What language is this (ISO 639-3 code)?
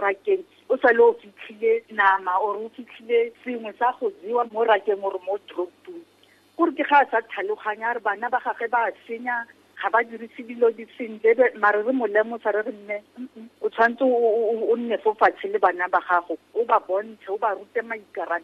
tsn